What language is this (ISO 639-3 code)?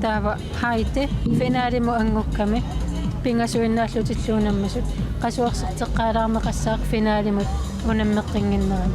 kal